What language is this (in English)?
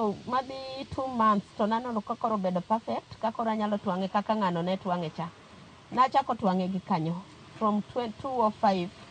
Luo (Kenya and Tanzania)